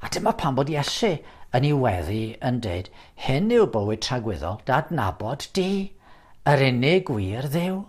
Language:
Welsh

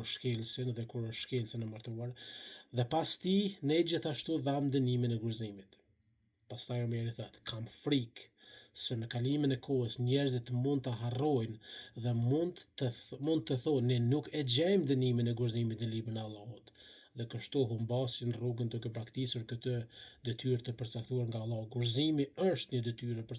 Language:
Albanian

